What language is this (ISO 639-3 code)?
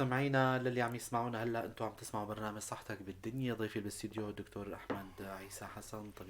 apc